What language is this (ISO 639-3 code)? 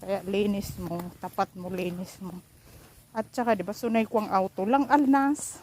bik